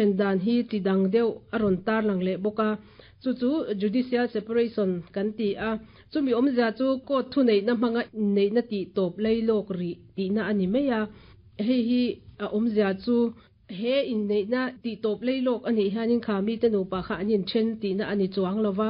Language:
Mizo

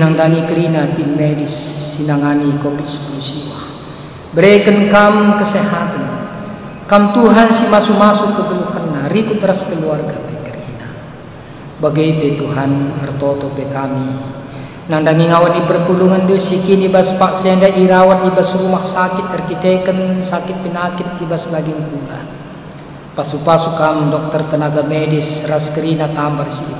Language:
Batak Karo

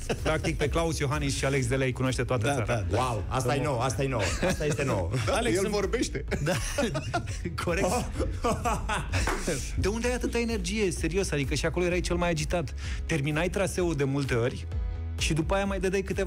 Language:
Romanian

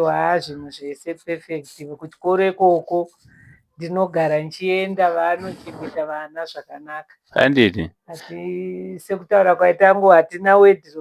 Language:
Shona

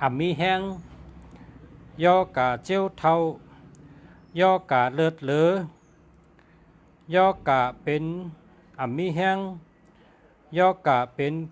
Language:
Shan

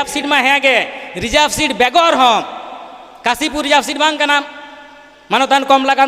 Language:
Santali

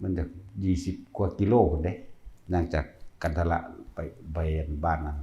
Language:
Northeastern Thai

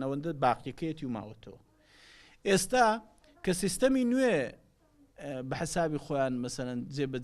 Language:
Central Kurdish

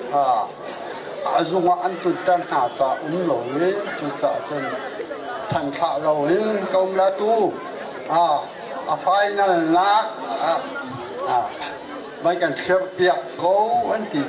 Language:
Hakha Chin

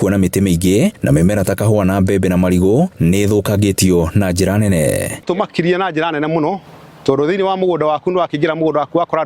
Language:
Kikuyu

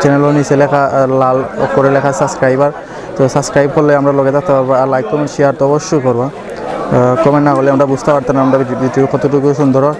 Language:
Sylheti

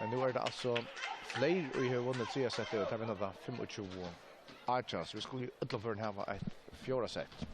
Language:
Faroese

